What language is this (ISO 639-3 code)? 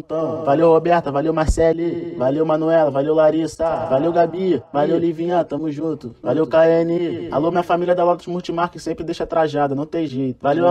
por